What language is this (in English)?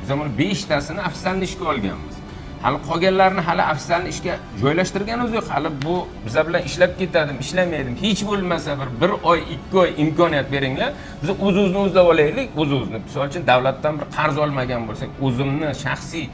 Uzbek